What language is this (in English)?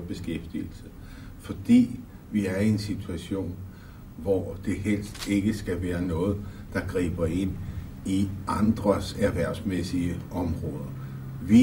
Danish